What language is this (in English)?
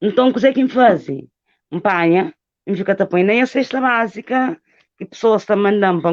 Kabuverdianu